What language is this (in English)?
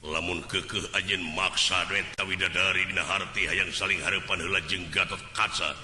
Sundanese